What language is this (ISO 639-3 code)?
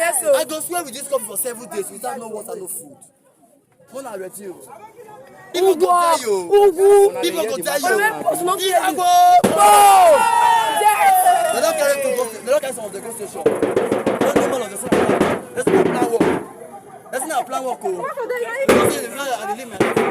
ibo